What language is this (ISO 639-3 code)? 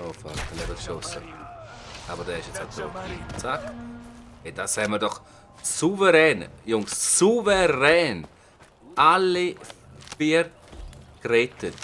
gsw